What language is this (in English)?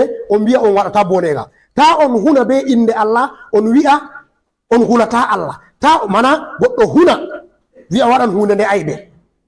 Fula